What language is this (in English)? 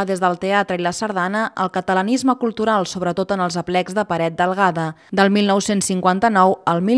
Catalan